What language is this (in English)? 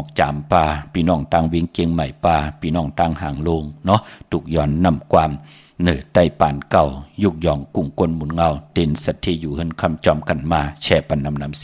Shan